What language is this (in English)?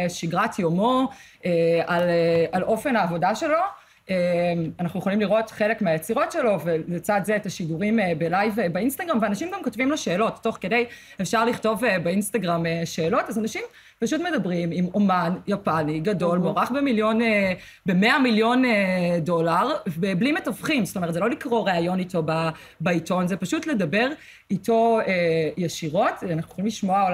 Hebrew